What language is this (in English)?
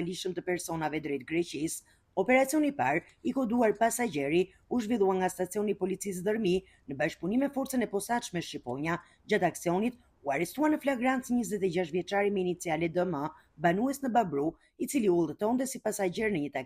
Albanian